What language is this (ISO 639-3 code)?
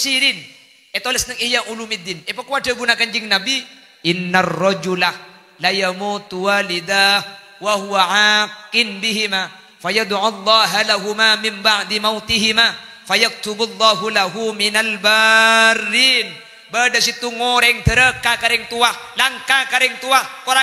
mad